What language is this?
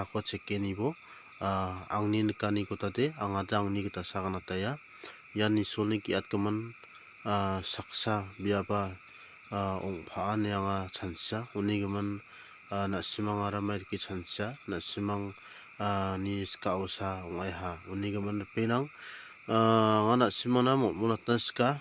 Garo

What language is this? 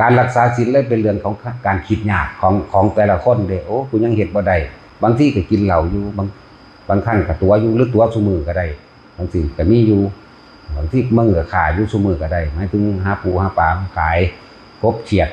Northeastern Thai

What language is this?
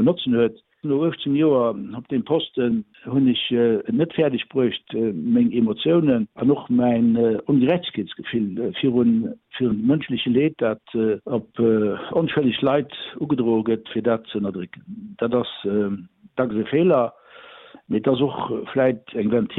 Luxembourgish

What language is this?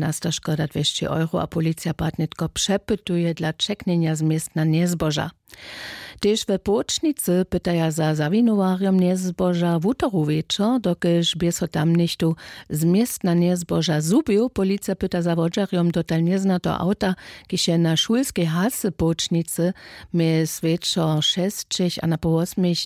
Upper Sorbian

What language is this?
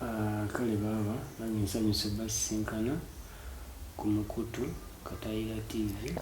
Ganda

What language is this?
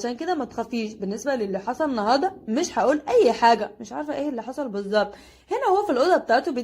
Egyptian Arabic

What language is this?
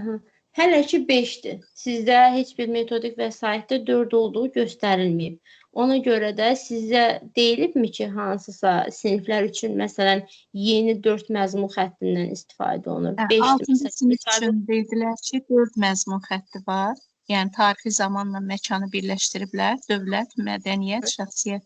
Azerbaijani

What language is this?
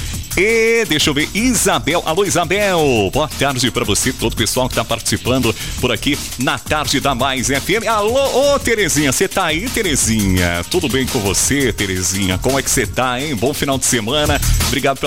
Portuguese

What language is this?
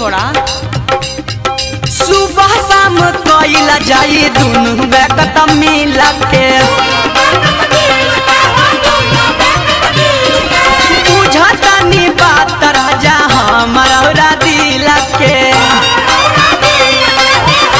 Bhojpuri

